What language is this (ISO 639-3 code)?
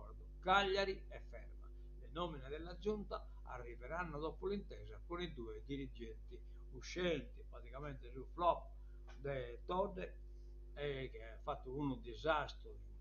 srd